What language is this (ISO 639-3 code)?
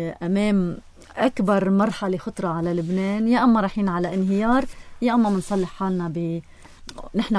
apc